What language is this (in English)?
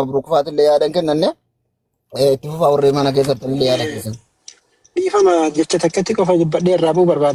Oromo